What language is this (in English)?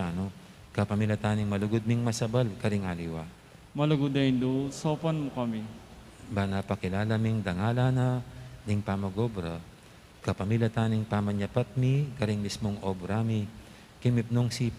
Pampanga